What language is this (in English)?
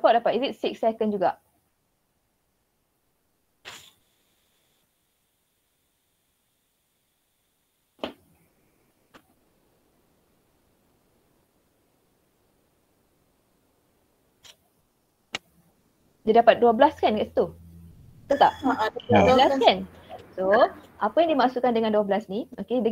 Malay